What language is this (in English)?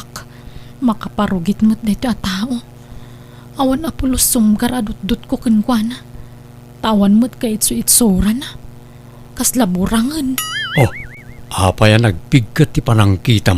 Iloko